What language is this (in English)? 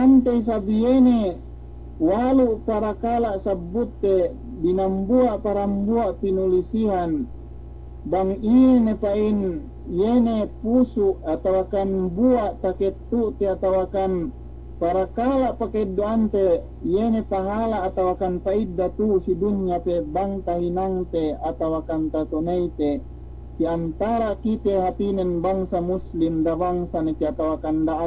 Yakan